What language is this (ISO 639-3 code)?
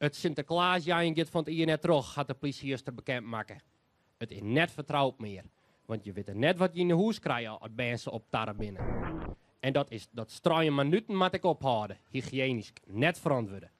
fry